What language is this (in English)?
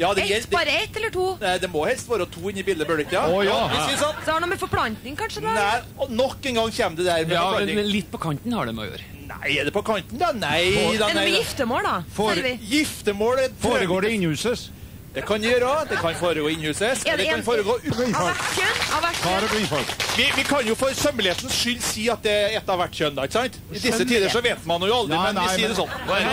Norwegian